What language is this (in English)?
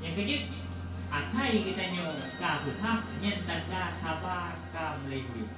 Achinese